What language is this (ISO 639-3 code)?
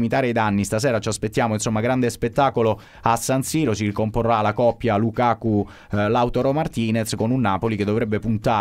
ita